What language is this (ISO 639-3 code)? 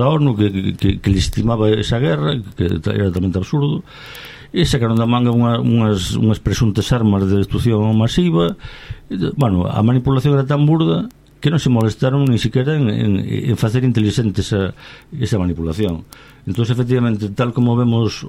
glg